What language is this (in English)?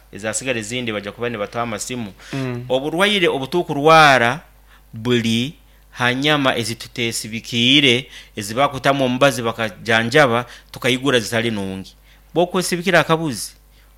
Nyankole